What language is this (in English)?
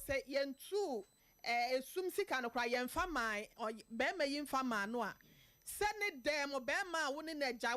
Akan